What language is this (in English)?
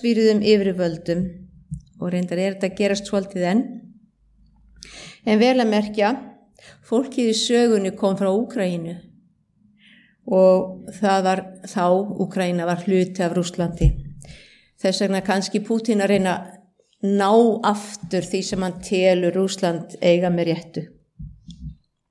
Icelandic